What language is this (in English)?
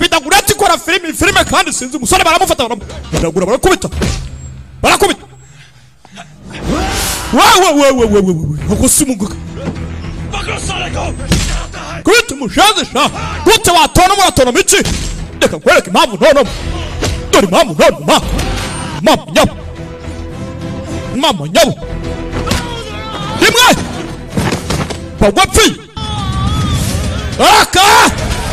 Kinyarwanda